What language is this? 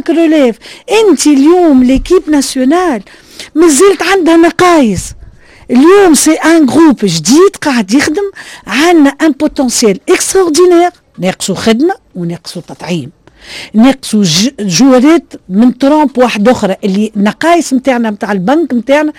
Tunisian Arabic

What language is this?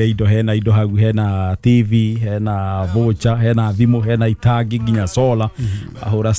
Kikuyu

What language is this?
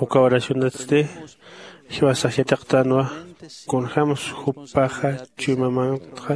Aymara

